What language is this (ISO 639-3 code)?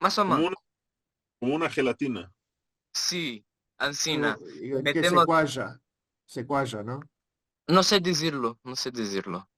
lad